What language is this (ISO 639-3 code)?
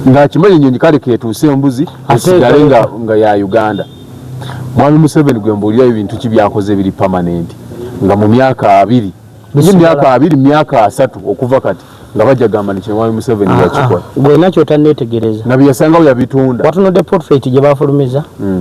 lug